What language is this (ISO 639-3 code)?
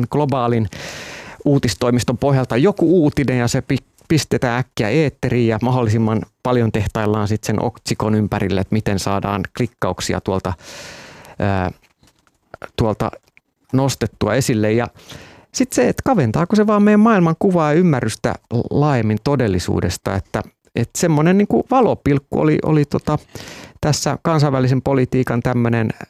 fin